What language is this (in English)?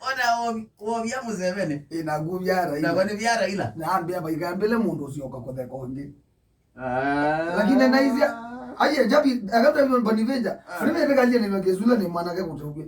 Kamba